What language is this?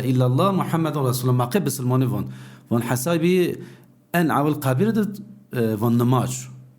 Zaza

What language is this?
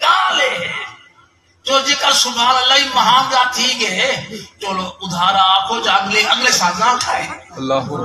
Saraiki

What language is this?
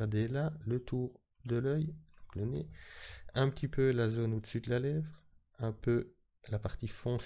French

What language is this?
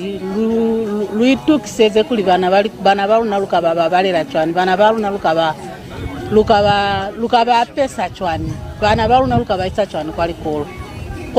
Lozi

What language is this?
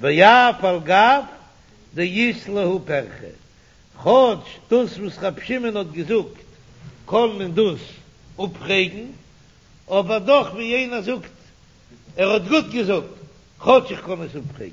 Yiddish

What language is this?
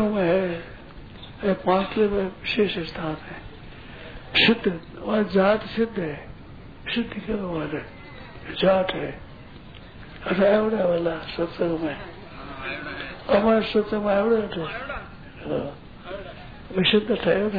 Hindi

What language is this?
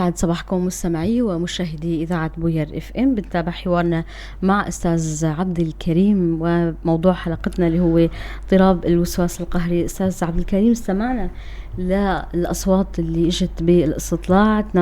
North Levantine Arabic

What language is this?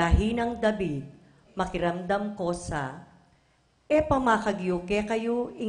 Pampanga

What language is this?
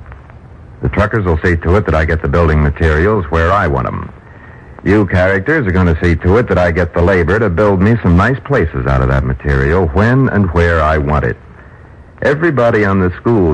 English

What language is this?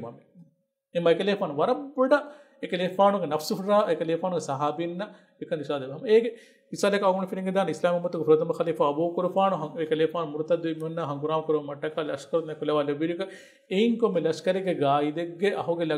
Divehi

